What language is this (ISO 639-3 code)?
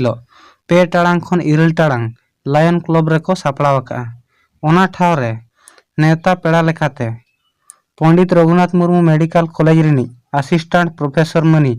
sat